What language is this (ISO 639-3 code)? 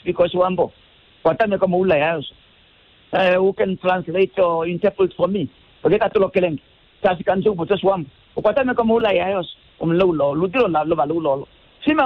kua